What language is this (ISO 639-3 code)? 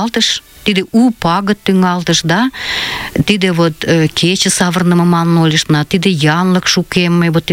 chm